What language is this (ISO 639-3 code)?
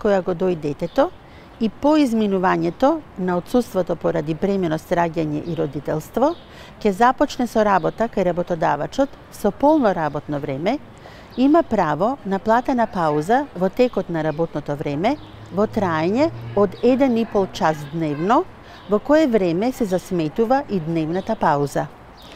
mkd